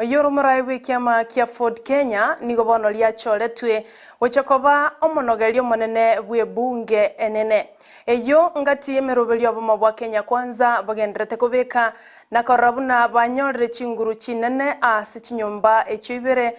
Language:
Gusii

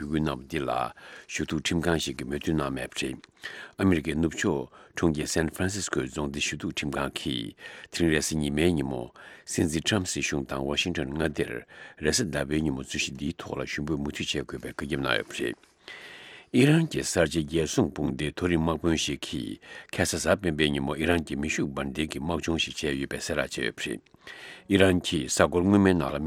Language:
Tibetan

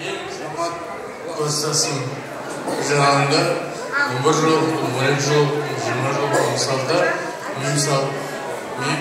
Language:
Kara-Kalpak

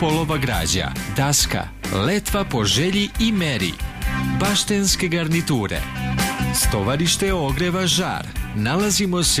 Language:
Serbian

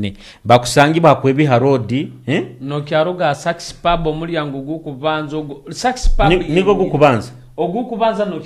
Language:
Nyoro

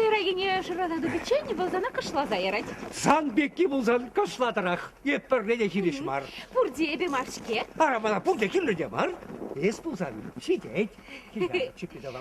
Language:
Chuvash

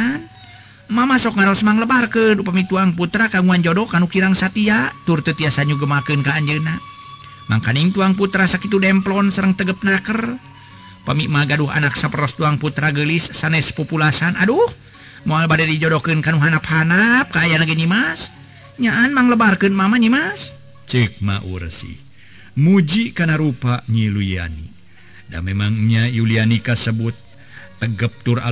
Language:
Sundanese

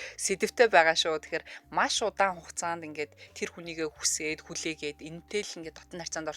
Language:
Mongolian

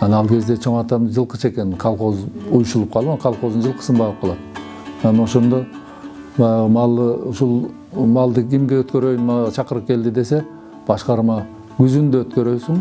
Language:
Kyrgyz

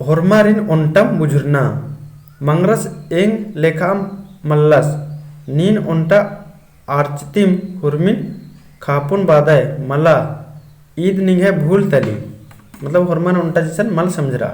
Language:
Kurukh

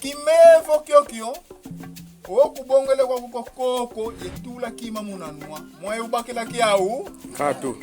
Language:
Kongo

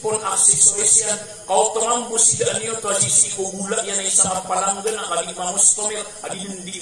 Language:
Maranao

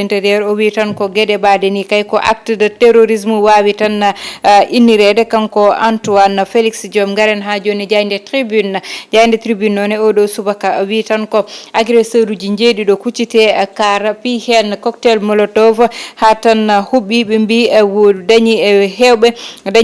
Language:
Fula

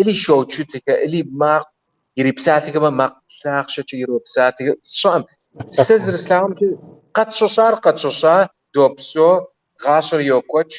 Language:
Kabardian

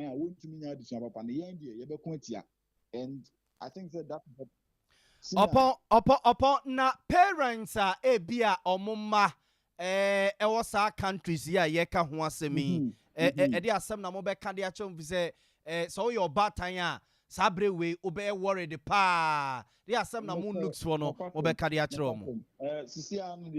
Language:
Akan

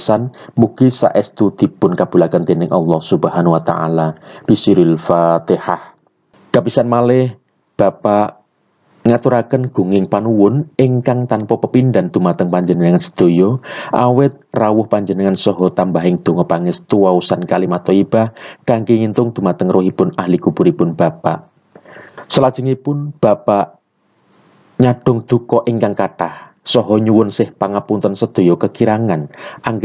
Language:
Javanese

